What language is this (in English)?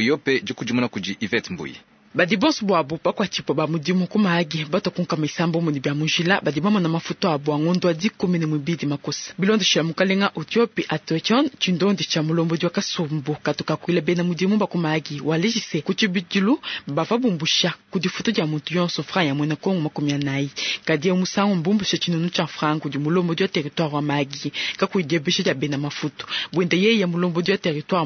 Luba-Lulua